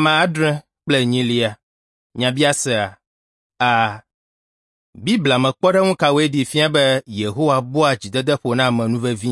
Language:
Ewe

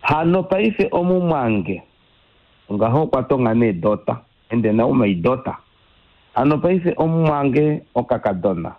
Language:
Kuanyama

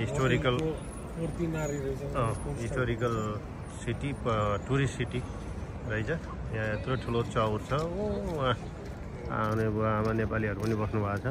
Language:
Nepali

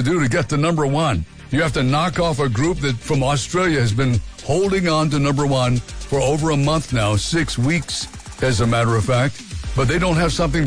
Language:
English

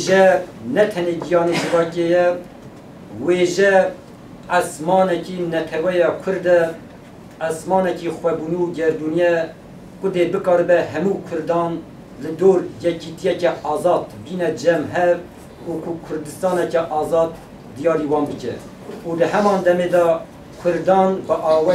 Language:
Kurdish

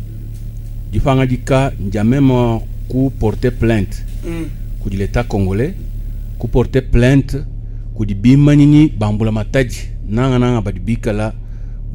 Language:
Luba-Lulua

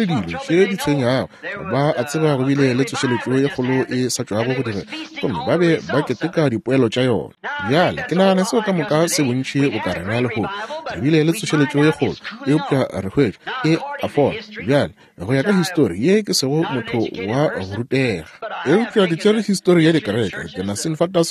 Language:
Northern Sotho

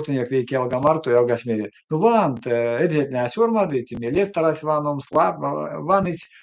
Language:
Erzya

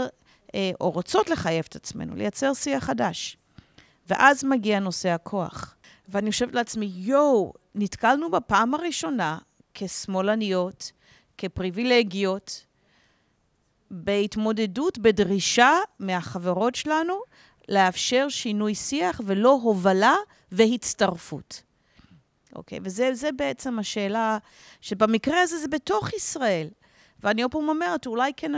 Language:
Hebrew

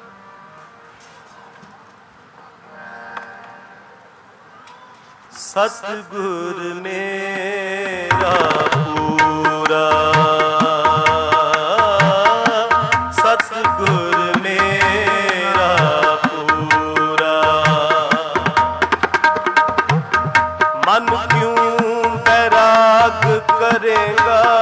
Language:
Punjabi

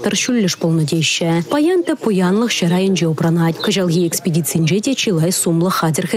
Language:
Chuvash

